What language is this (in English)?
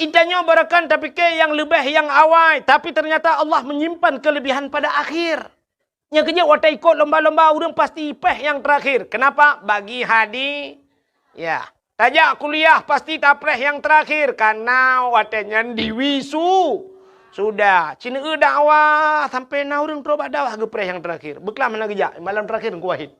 Achinese